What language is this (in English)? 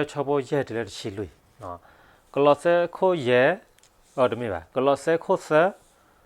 S'gaw Karen